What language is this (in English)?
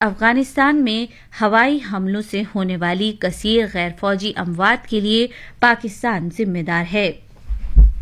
Urdu